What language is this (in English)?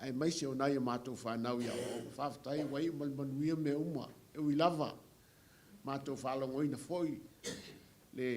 Samoan